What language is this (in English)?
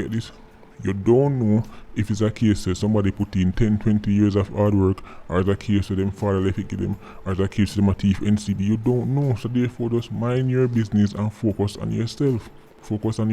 Jamaican Creole English